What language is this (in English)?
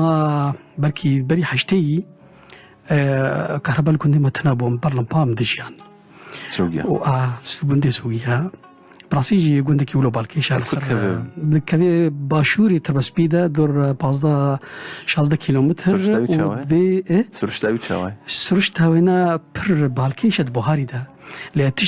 Kurdish